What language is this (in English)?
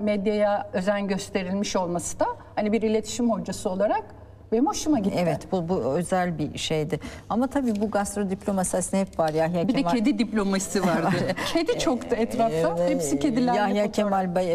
Turkish